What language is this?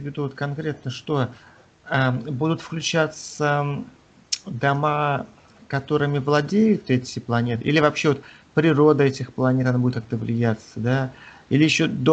Russian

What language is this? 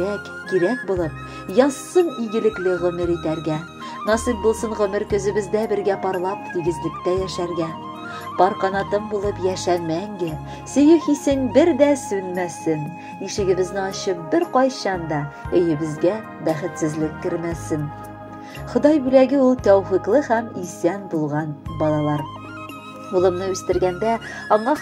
Tatar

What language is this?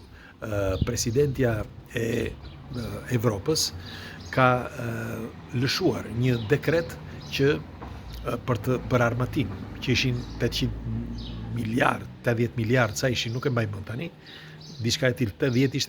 Albanian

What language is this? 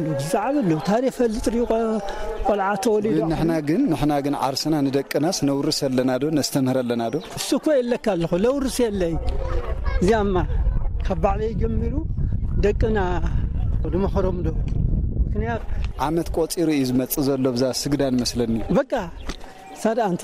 Tigrinya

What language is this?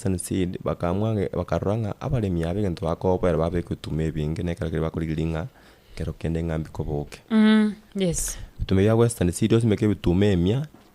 Gusii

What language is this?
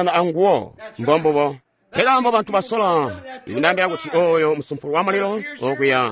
Tonga (Zambia)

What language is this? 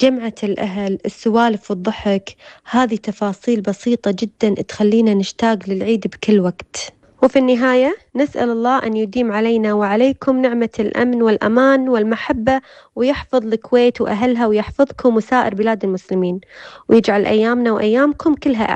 North Levantine Arabic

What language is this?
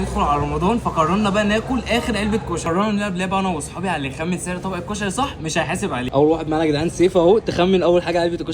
Egyptian Arabic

